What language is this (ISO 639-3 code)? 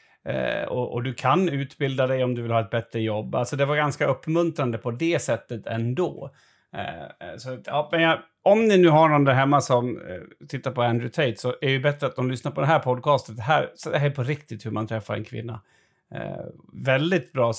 swe